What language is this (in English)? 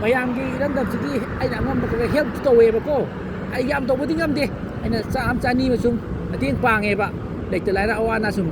Manipuri